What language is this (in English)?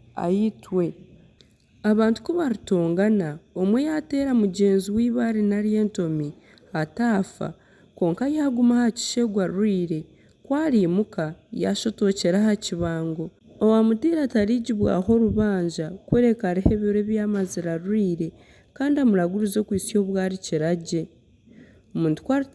Nyankole